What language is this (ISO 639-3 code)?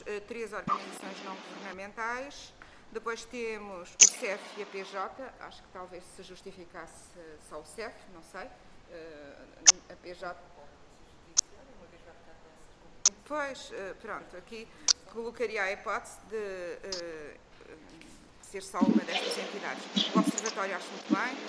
por